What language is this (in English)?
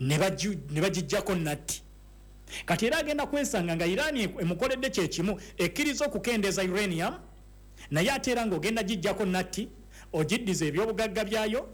Ganda